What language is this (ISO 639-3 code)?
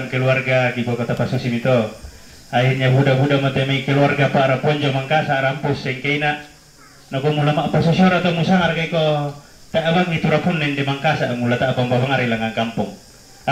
sda